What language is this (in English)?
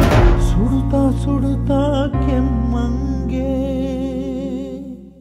Kannada